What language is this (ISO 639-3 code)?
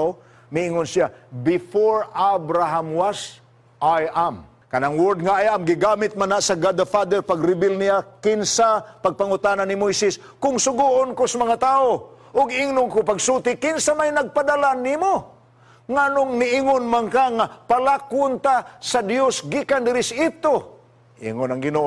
ceb